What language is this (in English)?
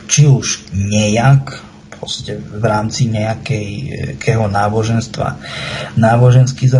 Slovak